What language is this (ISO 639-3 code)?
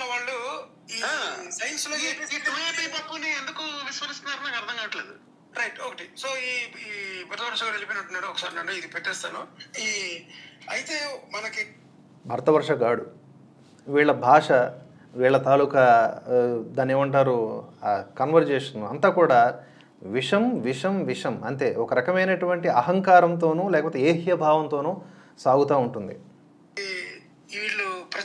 tel